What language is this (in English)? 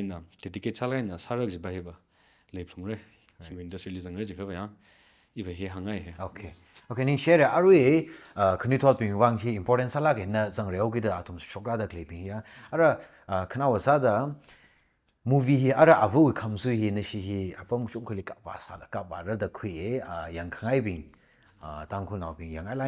Tangkhul Naga (India)